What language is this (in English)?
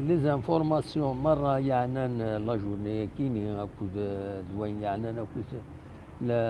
Kabyle